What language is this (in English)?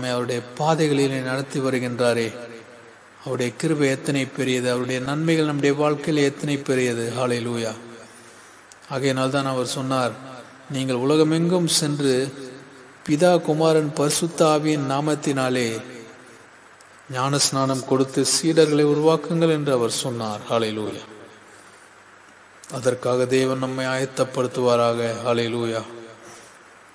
Tamil